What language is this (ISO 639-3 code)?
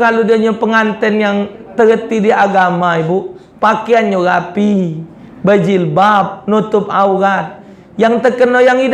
mui